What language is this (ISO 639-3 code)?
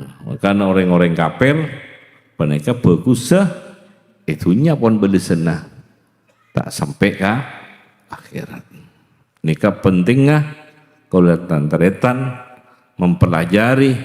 mad